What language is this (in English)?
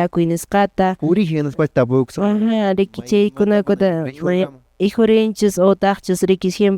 Quechua